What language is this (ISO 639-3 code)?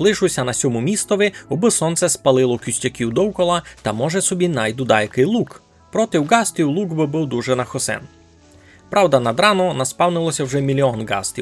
rue